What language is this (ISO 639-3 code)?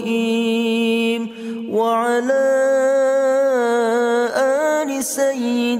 ara